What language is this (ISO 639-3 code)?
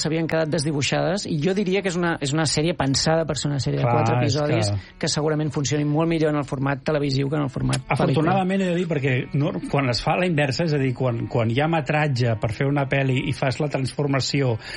cat